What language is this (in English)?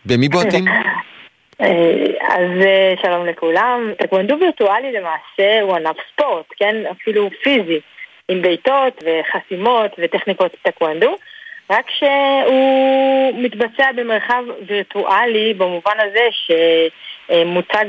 Hebrew